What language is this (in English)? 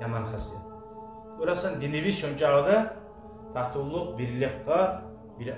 Kumyk